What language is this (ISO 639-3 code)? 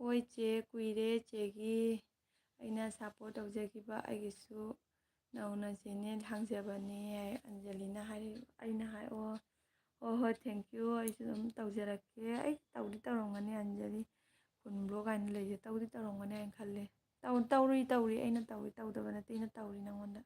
mni